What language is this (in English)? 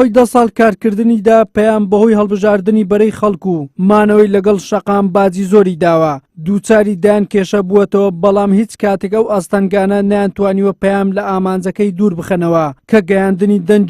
Central Kurdish